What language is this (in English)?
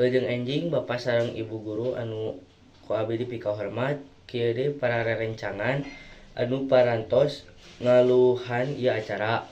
Sundanese